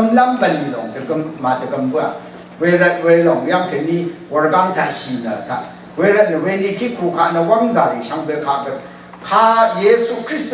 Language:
Rawang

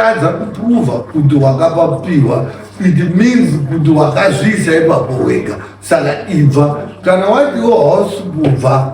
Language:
Shona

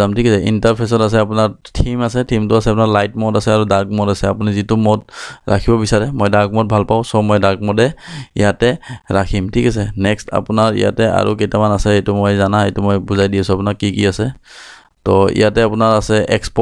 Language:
Assamese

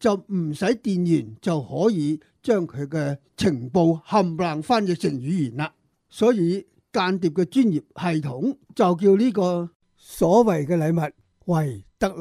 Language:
Cantonese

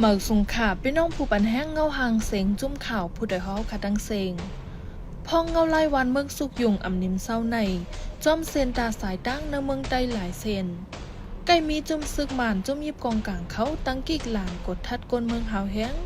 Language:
Shan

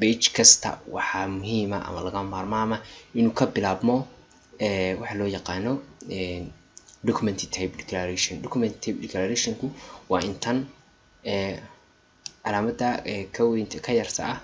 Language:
Somali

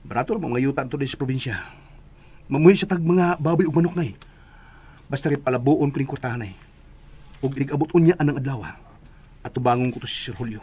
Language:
Cebuano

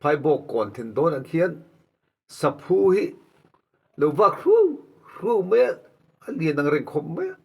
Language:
Mizo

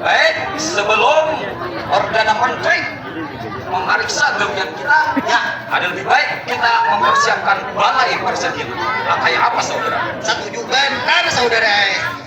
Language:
Banjar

